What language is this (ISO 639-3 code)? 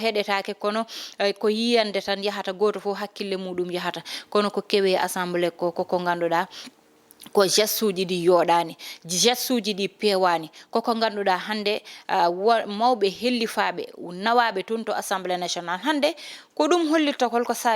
ful